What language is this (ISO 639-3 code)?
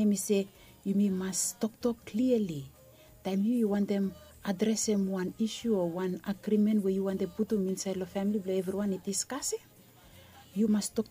bis